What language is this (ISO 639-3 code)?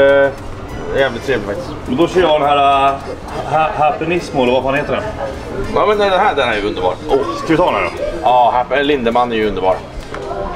swe